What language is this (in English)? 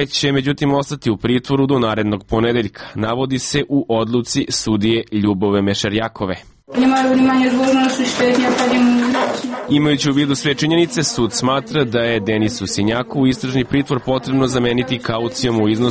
Serbian